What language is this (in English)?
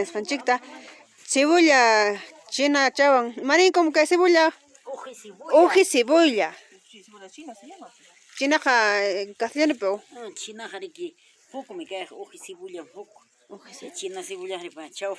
Ayacucho Quechua